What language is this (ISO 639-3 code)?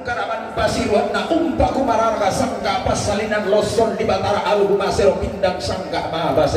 sda